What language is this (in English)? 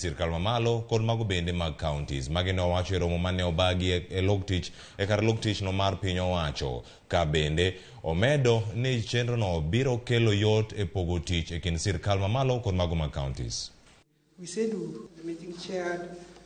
Luo (Kenya and Tanzania)